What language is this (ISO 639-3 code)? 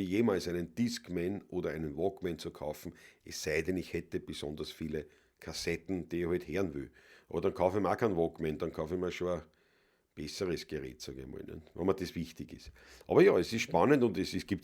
bar